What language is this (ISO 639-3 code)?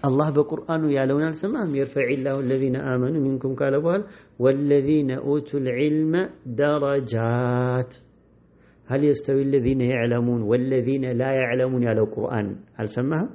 amh